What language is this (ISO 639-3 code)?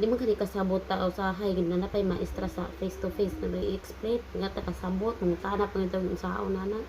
ceb